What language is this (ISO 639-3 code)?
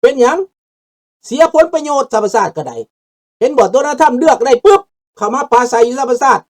lao